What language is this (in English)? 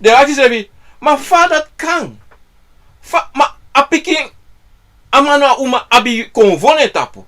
Sranan Tongo